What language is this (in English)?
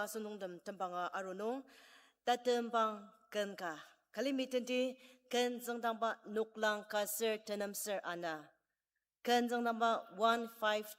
Ao Naga